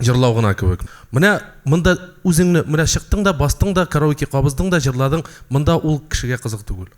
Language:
Tatar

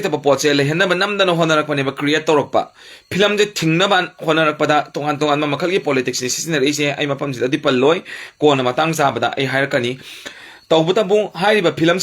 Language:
Manipuri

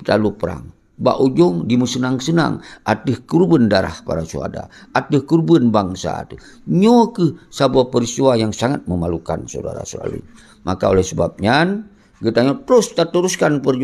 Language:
Achinese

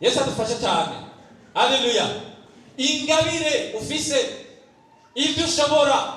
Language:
Rundi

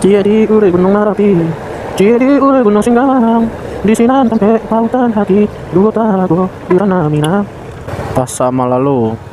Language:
Minangkabau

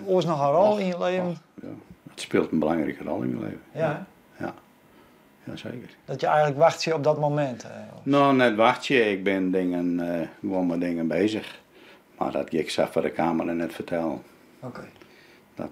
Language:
Western Frisian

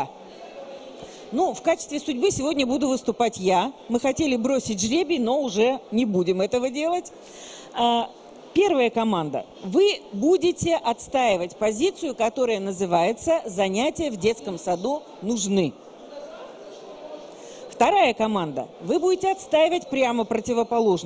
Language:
Russian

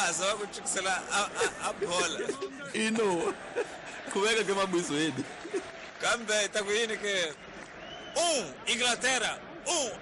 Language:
Tsonga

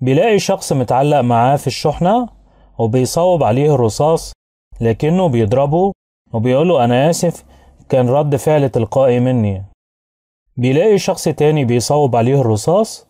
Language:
Egyptian Arabic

